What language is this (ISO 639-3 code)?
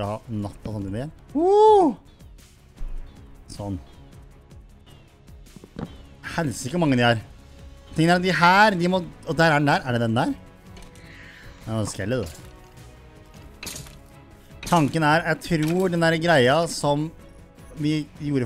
nor